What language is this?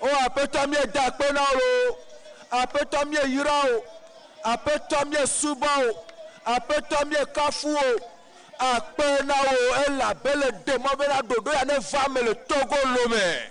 Ewe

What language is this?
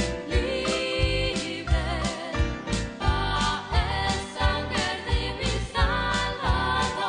Papiamento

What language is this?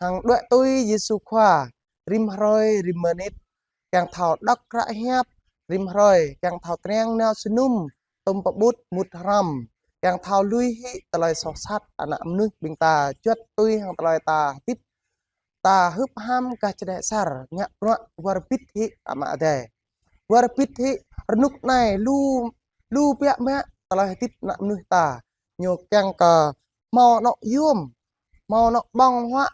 Jarai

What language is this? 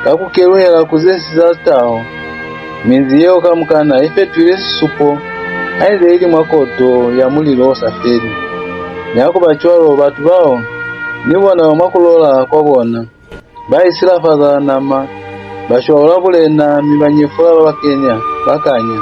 Lozi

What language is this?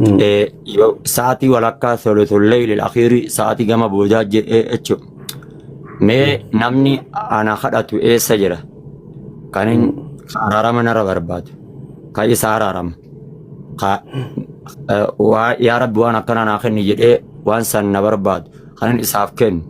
Oromo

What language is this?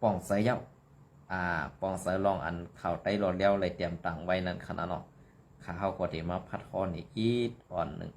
Shan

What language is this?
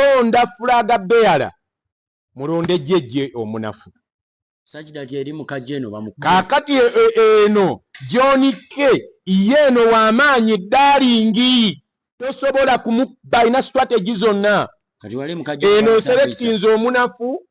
Ganda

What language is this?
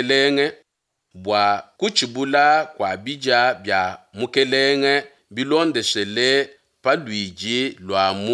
Luba-Lulua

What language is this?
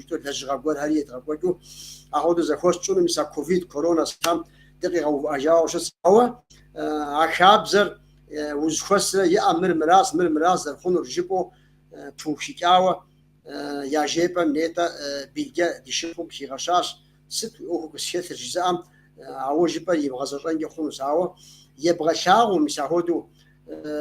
Kabardian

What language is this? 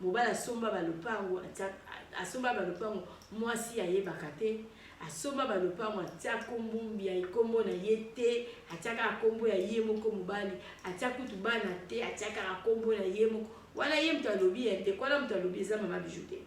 Lingala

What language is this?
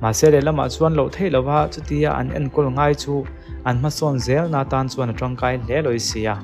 Mizo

